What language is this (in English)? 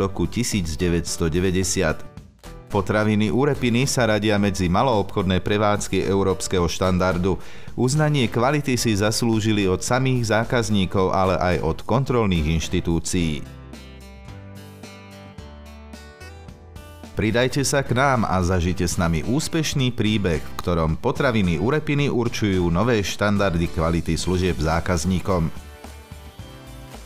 Slovak